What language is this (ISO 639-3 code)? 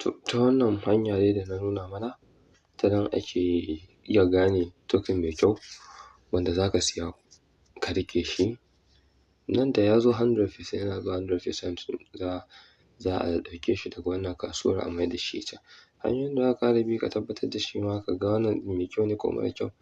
hau